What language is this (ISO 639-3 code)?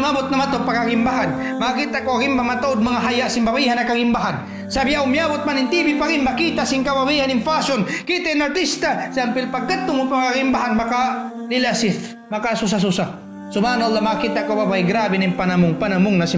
tsg